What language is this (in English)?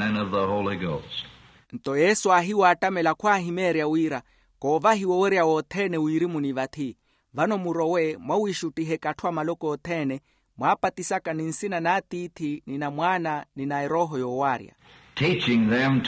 Makhuwa